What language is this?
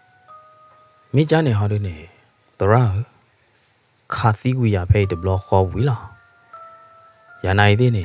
S'gaw Karen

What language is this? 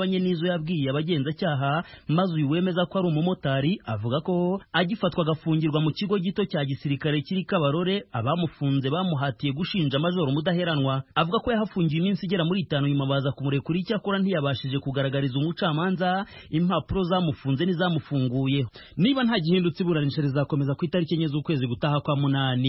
Kinyarwanda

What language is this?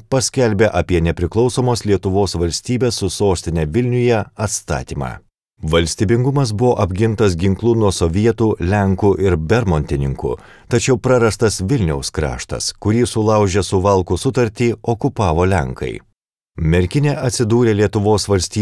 Lithuanian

